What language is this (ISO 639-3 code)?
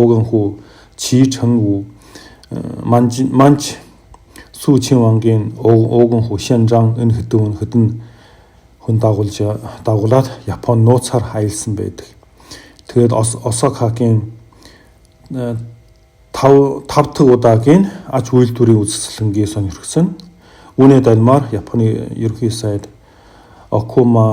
mon